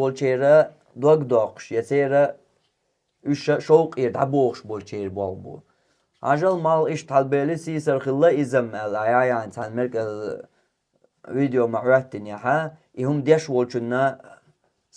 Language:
Chechen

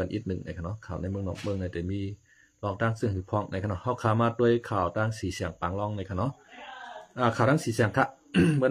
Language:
Shan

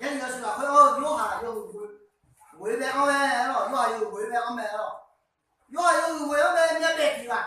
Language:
Akha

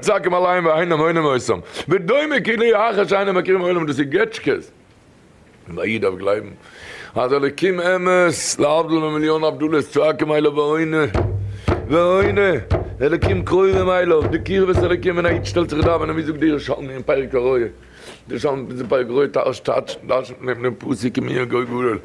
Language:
Yiddish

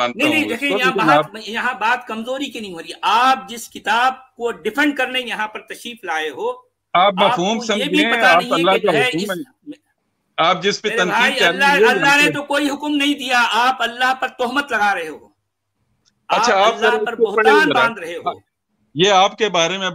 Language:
Urdu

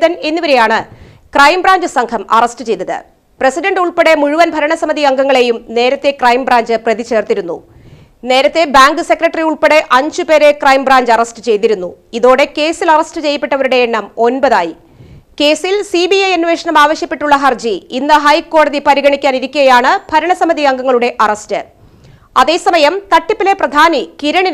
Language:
Malayalam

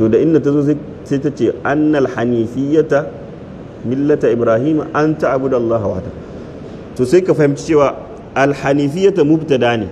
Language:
Hausa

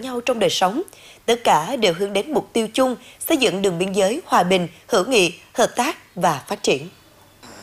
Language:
Vietnamese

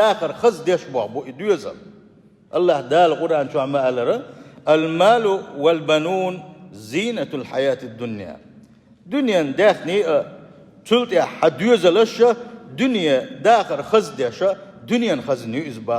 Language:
Chechen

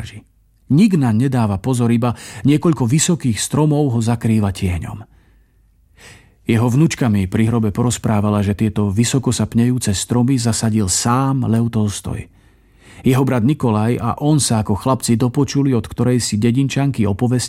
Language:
Slovak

